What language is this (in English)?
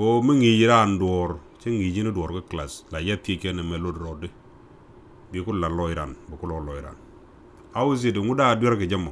Nuer